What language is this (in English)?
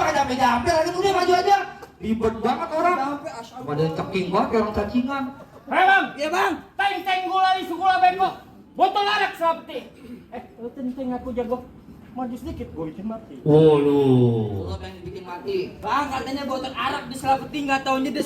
Betawi